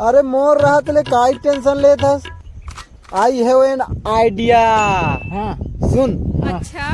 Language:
Chhattisgarhi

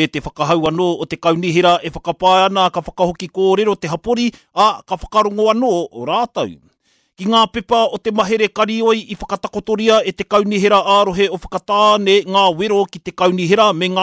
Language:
Māori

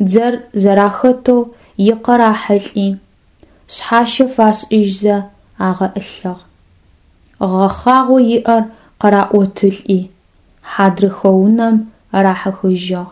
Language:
Adyghe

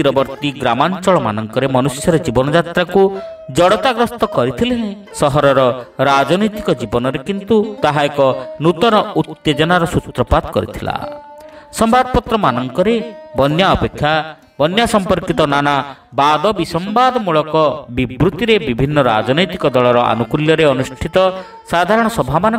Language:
Odia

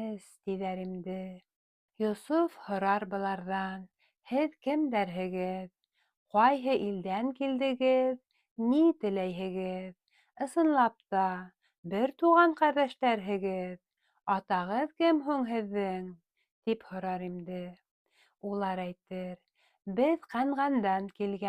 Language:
Bashkir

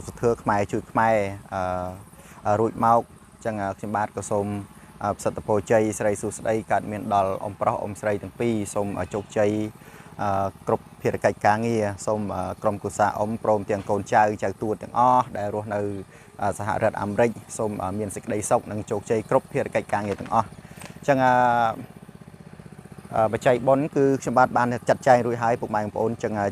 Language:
Khmer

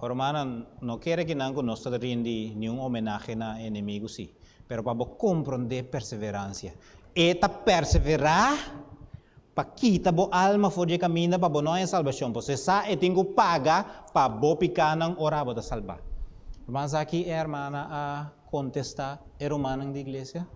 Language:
Papiamento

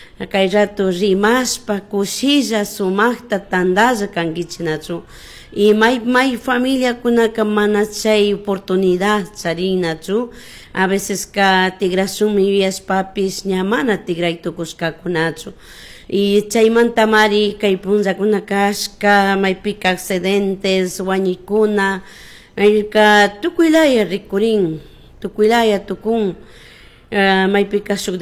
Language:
Chimborazo Highland Quichua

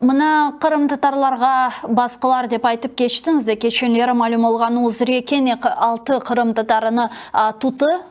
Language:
Crimean Tatar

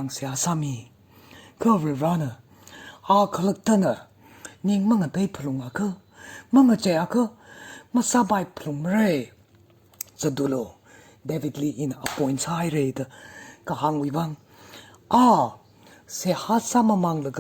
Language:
Tangkhul Naga (India)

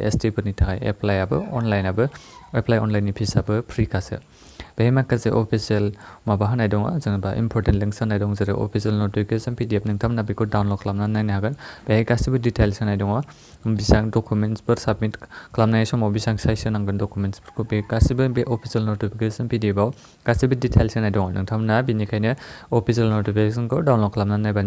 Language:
Bodo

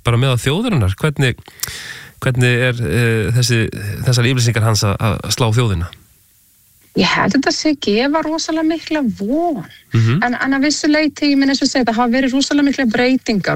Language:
Icelandic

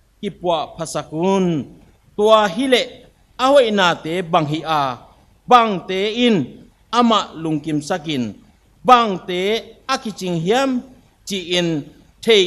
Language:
Tedim Chin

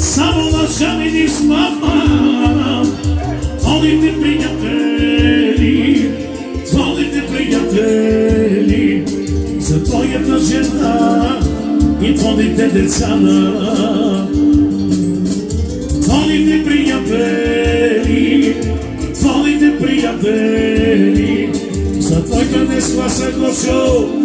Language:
Bulgarian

